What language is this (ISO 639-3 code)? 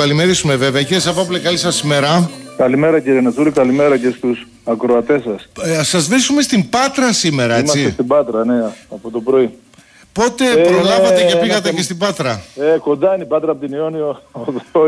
ell